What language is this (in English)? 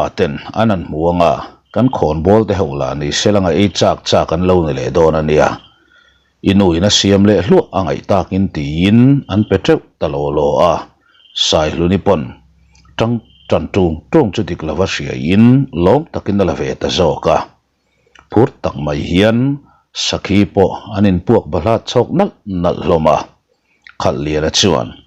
Mizo